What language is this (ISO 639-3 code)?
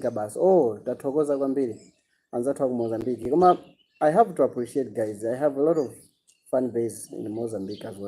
nya